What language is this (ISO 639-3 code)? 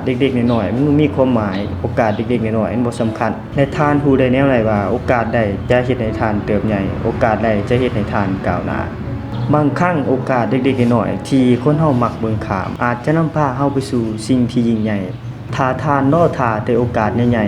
lao